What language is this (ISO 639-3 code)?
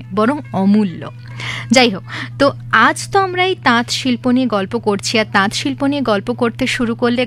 ben